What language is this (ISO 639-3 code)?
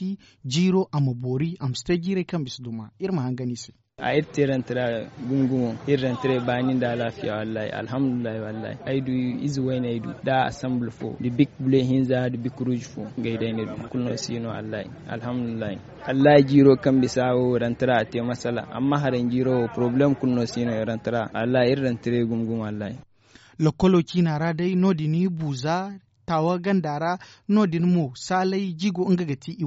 dje